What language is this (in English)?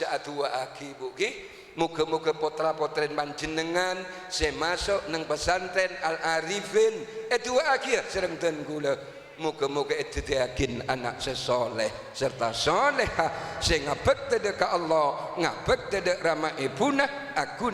Madurese